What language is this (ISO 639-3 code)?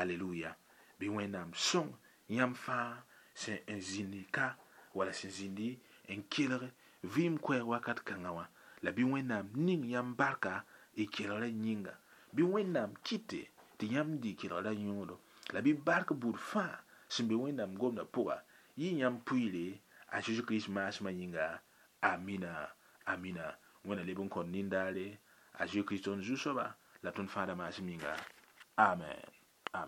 mos